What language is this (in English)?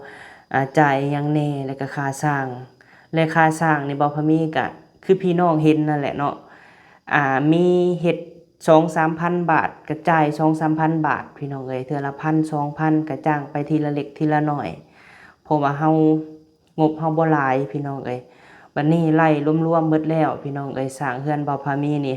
Lao